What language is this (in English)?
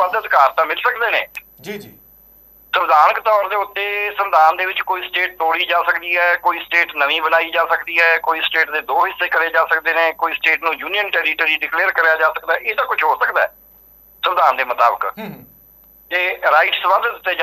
Punjabi